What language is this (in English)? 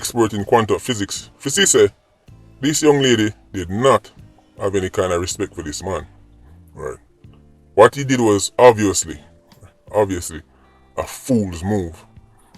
Jamaican Creole English